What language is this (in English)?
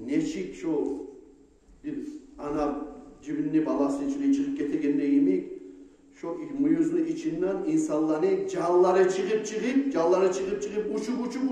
Kumyk